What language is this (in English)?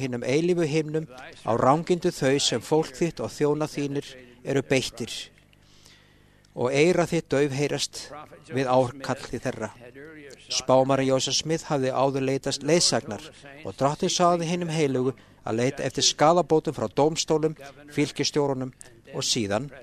Icelandic